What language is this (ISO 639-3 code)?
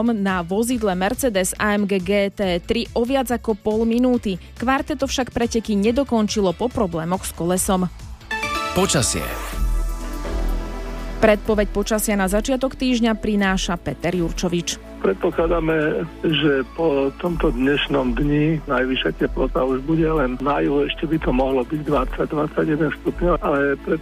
slk